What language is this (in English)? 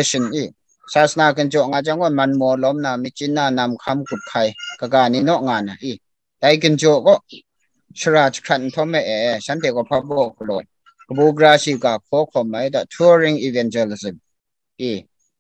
Kachin